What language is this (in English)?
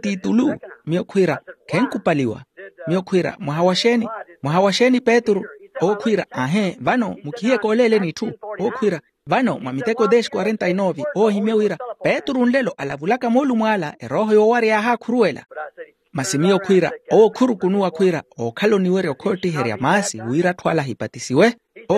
Makhuwa